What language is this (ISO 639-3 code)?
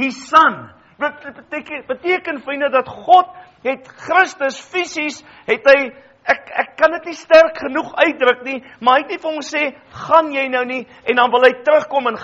afr